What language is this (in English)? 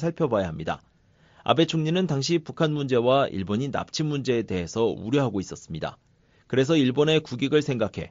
Korean